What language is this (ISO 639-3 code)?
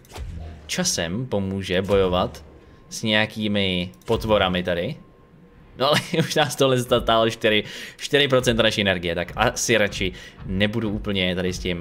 ces